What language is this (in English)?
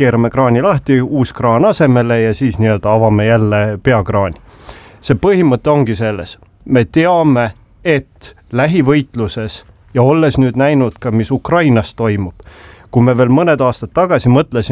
Estonian